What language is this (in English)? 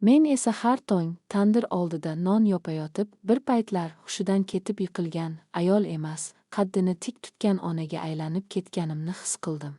Uzbek